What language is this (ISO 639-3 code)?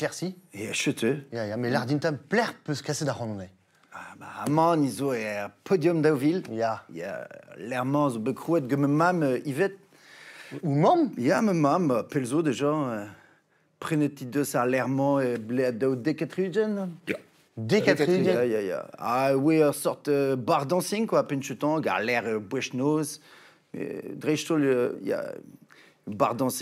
bre